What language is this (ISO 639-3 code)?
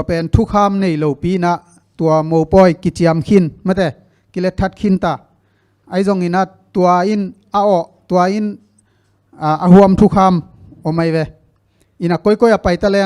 ctd